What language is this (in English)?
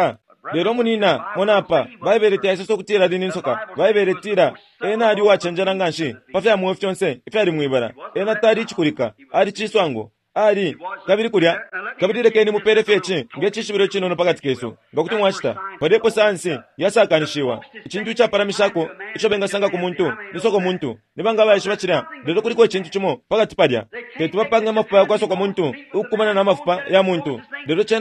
Bemba